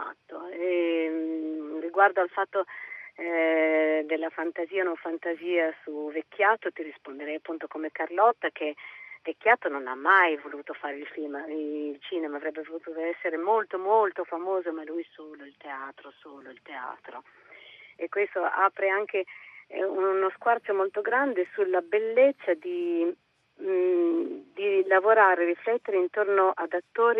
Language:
Italian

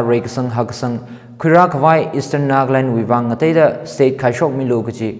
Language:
Tangkhul Naga (India)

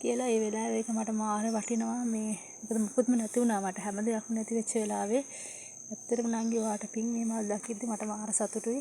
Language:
Sinhala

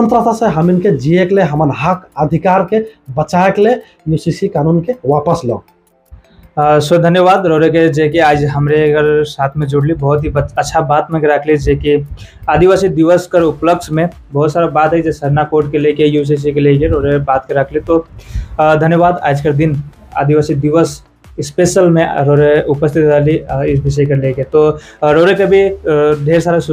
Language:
Sadri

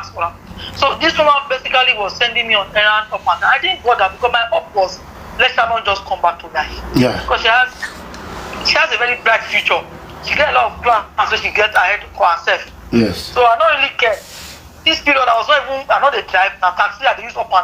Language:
Nigerian Pidgin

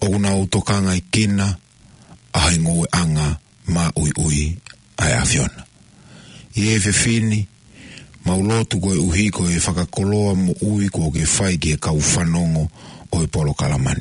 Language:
Tongan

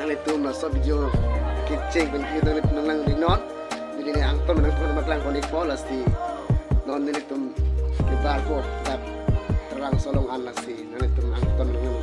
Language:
Karbi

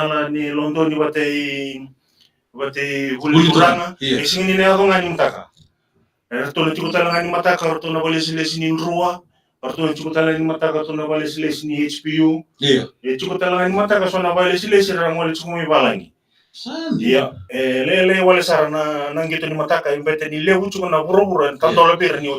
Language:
Fijian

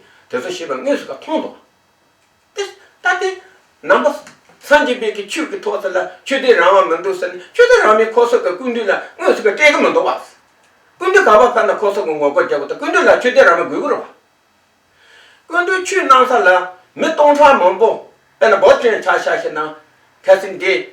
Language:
Tibetan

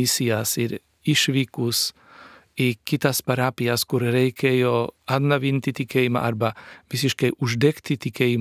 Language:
Lithuanian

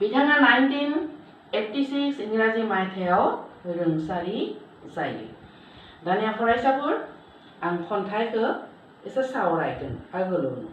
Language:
Bodo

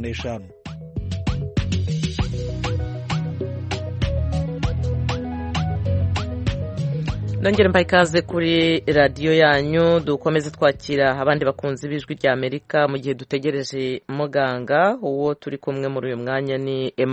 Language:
Kinyarwanda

